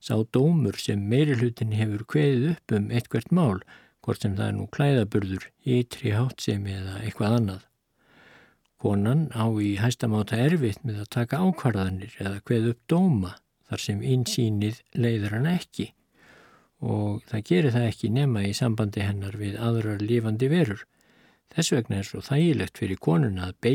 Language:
Icelandic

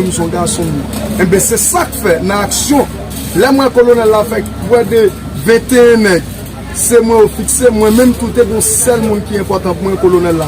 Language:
Haitian Creole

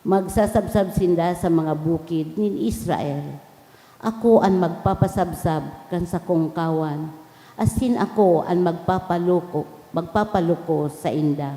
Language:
Bikol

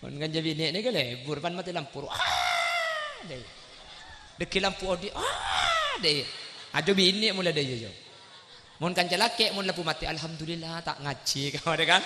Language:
Madurese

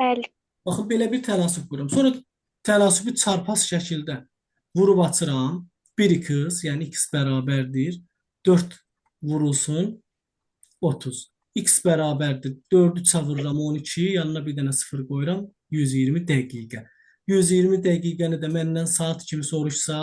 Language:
Azerbaijani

